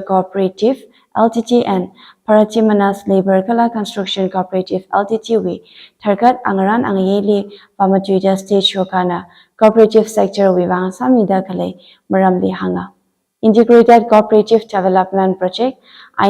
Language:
Tangkhul Naga (India)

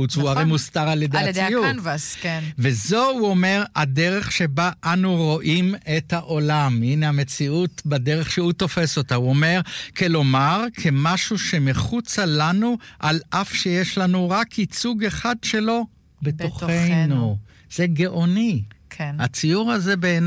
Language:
Hebrew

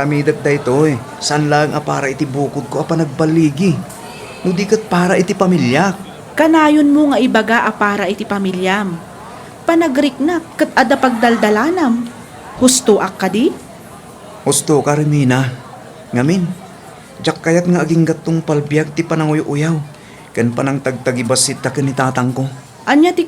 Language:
Iloko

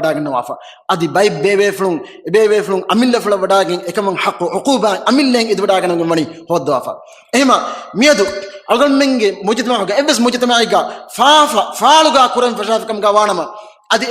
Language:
Divehi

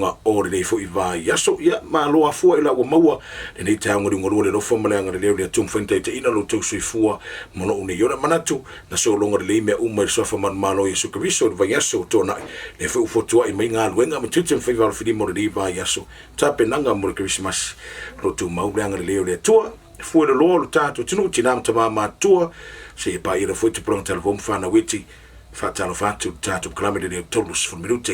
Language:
Samoan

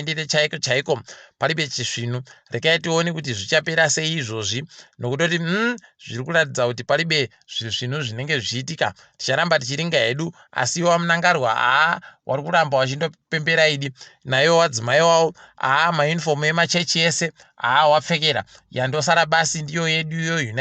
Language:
Ndau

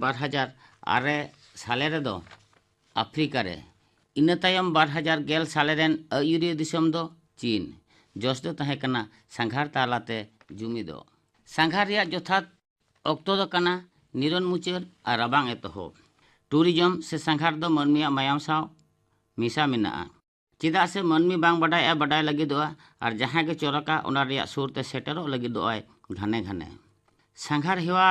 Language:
Santali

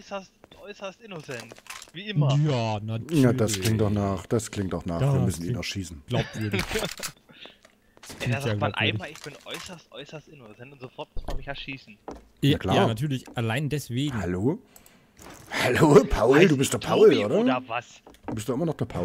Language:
German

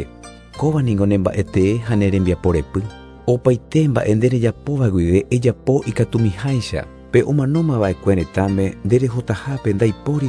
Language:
Guarani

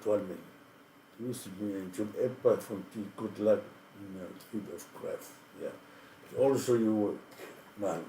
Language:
Samoan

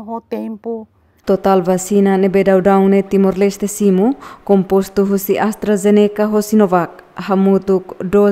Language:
Tetum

